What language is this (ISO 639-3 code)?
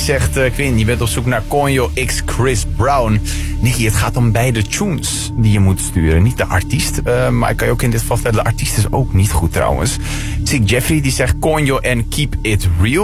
nld